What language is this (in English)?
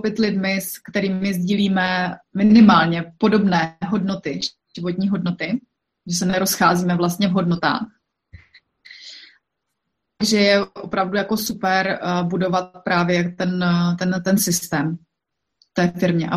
Czech